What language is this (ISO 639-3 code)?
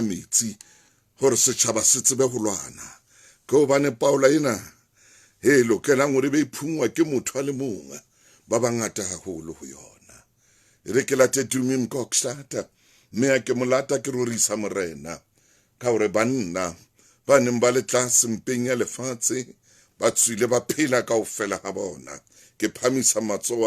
sot